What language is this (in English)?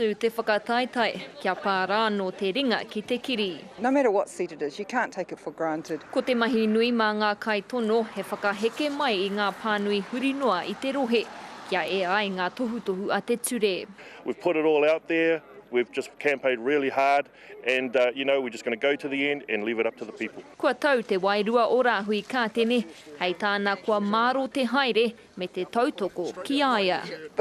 Māori